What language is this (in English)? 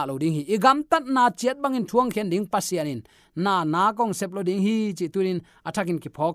Tedim Chin